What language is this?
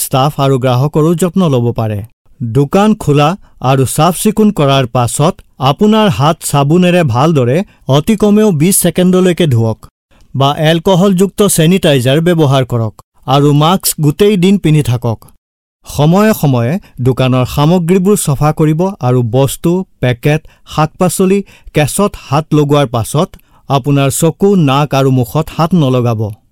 Assamese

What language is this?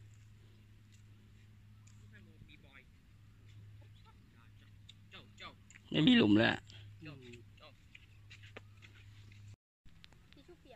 Thai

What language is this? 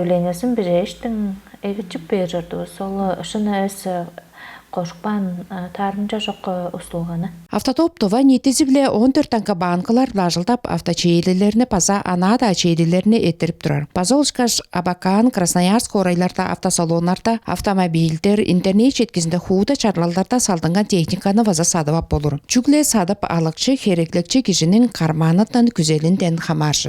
Tuvinian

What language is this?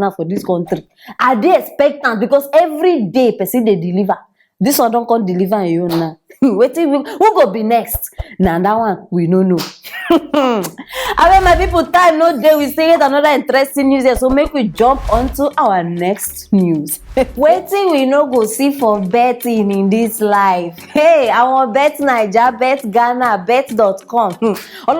Nigerian Pidgin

